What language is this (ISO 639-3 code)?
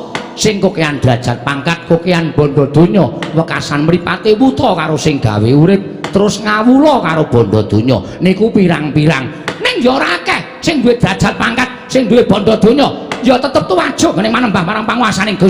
jav